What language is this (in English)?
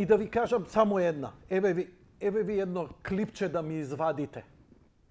Macedonian